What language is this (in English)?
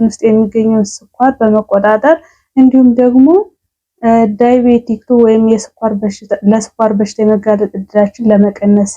Amharic